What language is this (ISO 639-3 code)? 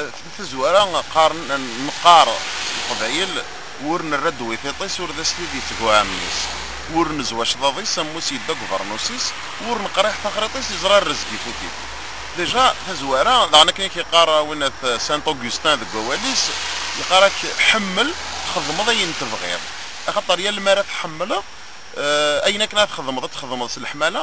kab